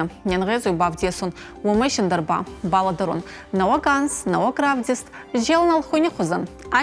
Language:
Ossetic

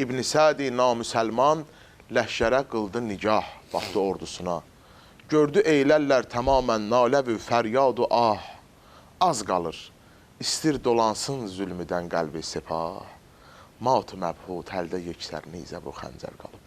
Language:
Azerbaijani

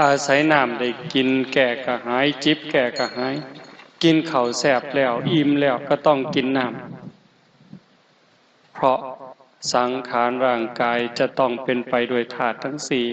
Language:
Northeastern Thai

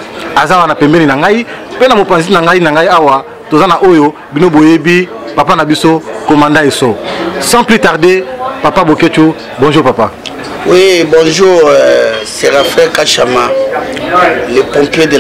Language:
Lingala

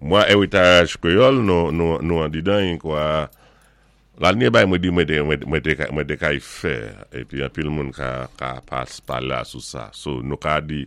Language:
Saint Lucian Creole French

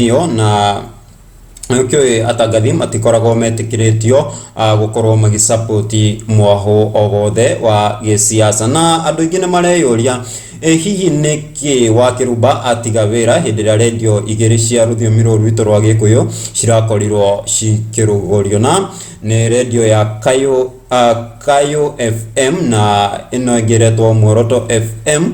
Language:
Kikuyu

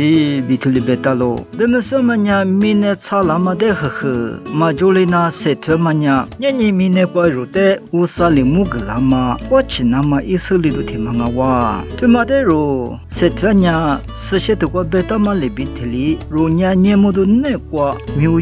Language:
Lisu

